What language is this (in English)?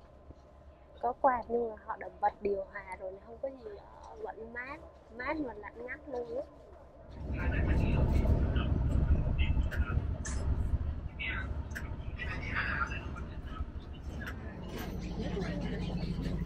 Vietnamese